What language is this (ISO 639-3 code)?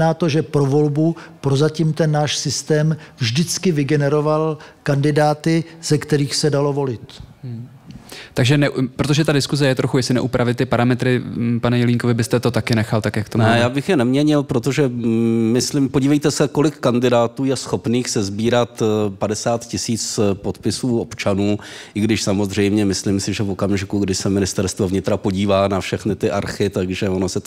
ces